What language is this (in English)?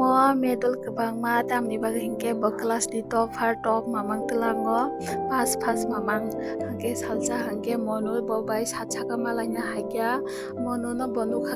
Kok Borok